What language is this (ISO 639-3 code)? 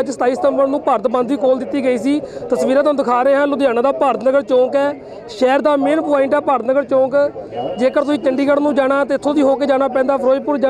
pan